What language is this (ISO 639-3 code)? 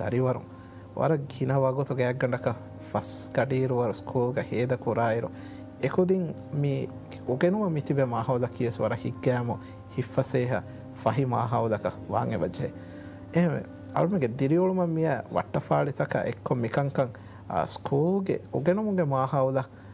div